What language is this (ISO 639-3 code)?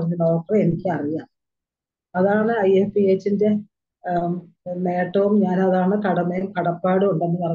mal